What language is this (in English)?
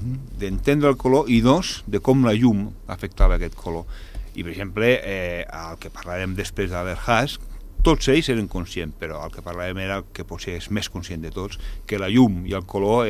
Catalan